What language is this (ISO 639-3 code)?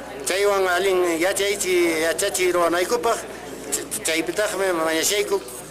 que